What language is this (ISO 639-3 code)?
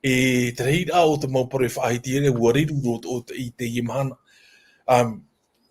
tah